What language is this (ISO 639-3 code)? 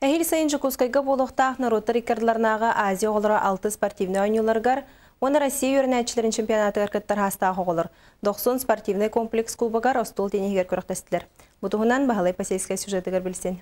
sah